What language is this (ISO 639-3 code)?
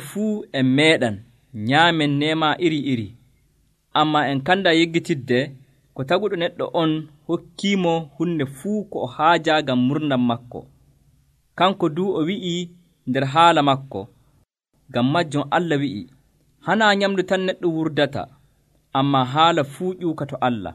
fuv